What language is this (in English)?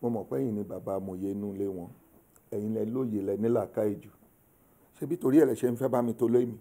Yoruba